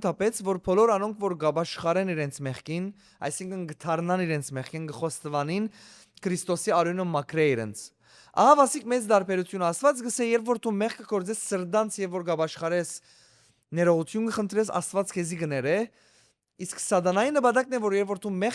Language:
Western Armenian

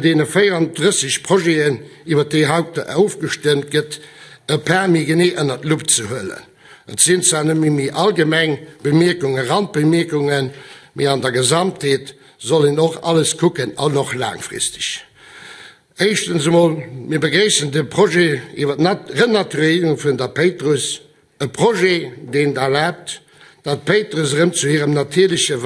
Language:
Luxembourgish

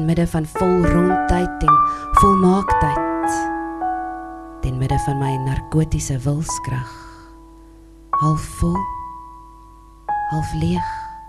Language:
Afrikaans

